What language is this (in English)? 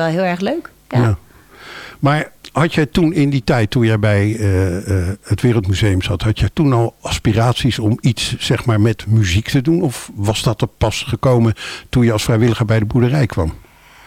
Dutch